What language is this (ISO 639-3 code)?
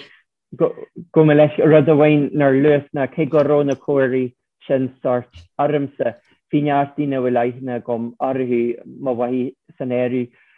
gle